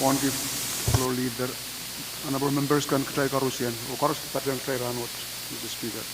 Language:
Pohnpeian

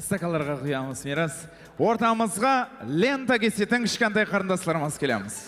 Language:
Kara-Kalpak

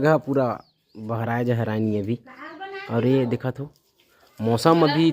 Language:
Chhattisgarhi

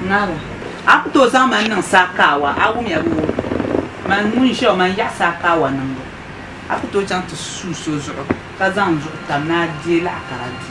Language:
Dagbani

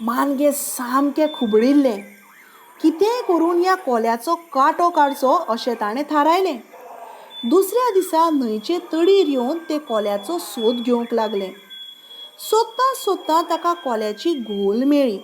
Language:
Konkani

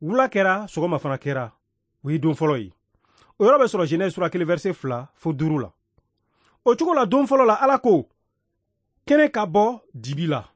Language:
Bambara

